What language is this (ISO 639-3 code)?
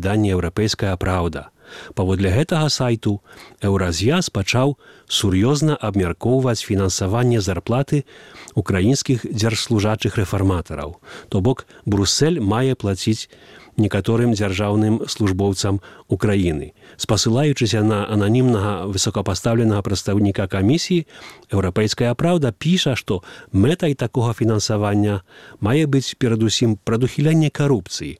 bel